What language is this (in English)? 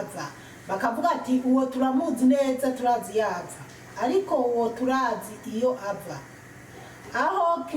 Rundi